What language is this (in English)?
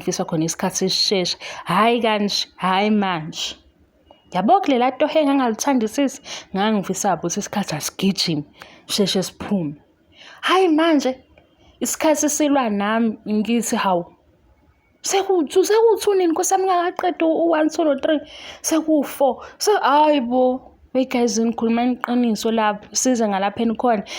Zulu